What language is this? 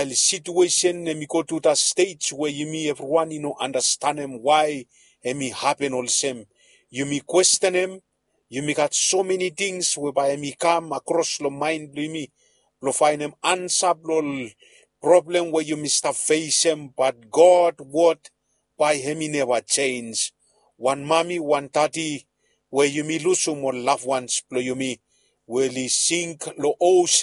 Bislama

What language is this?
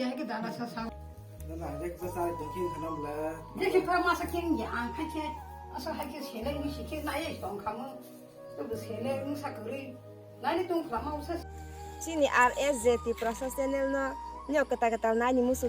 Kok Borok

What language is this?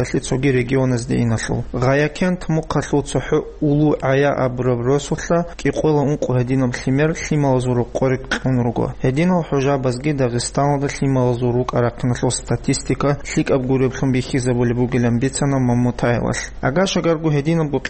Avaric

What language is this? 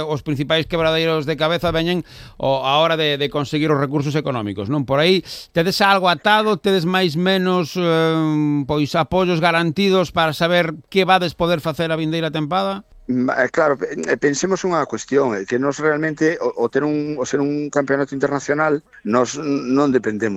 Galician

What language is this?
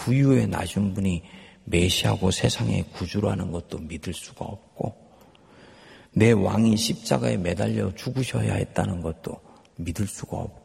Korean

